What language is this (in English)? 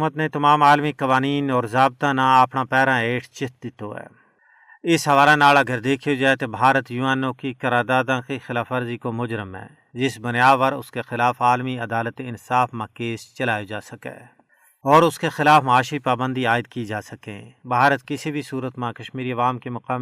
Gujari